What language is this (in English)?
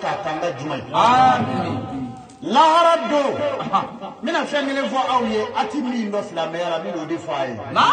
Bambara